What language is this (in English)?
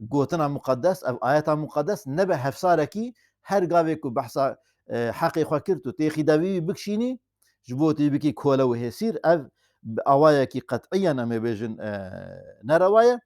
Kurdish